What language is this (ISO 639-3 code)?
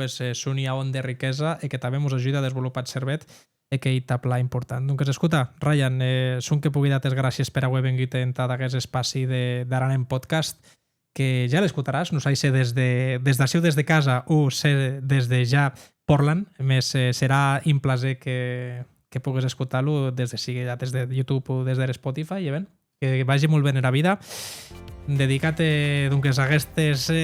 oci